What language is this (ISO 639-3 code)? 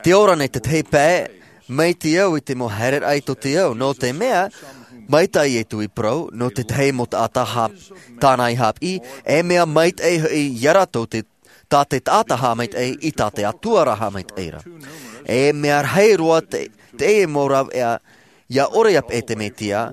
tah